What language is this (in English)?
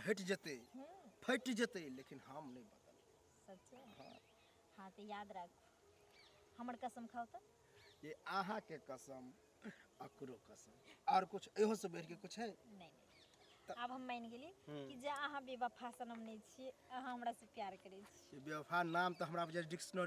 Maithili